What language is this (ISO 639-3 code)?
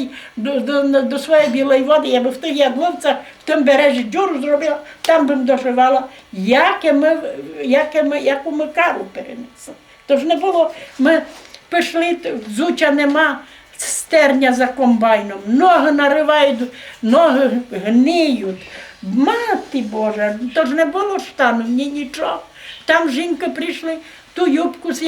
rue